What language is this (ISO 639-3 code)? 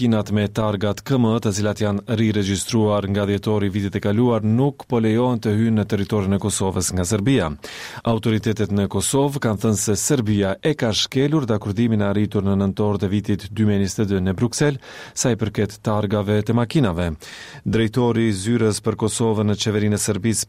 sqi